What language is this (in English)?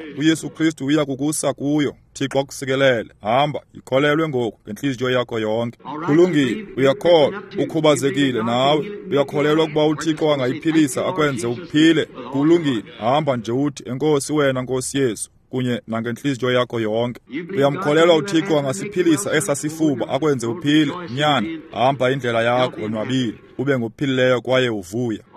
Xhosa